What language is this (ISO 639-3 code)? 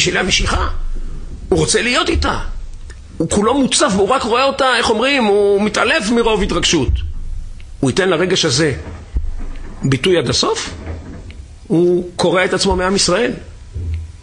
heb